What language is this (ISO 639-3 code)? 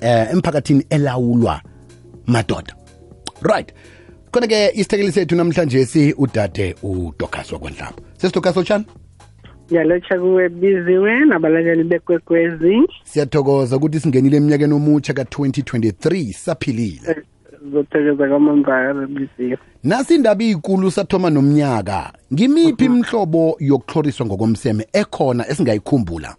nbl